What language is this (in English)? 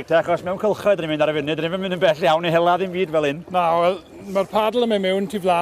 Welsh